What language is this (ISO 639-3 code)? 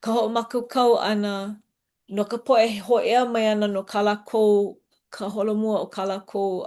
haw